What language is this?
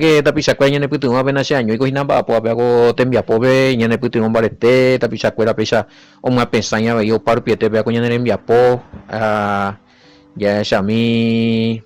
Guarani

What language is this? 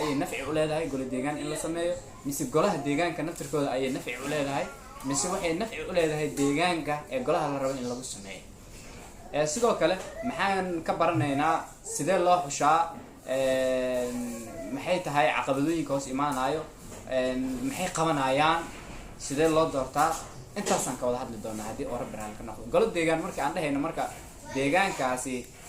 Somali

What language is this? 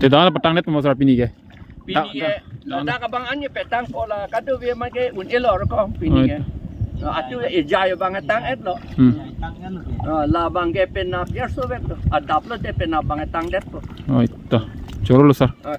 Karbi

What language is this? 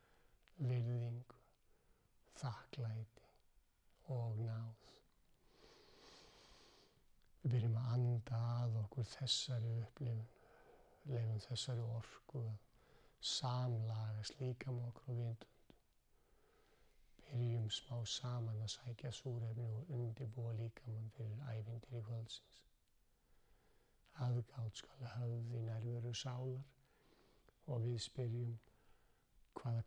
Icelandic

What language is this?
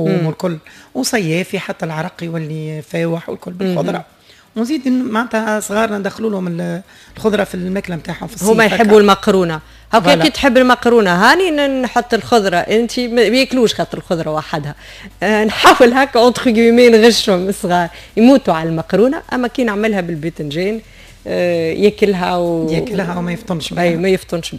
Tunisian Arabic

